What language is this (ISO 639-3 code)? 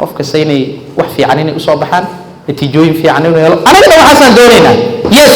som